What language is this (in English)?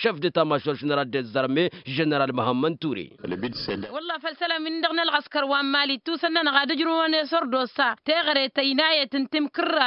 Tamasheq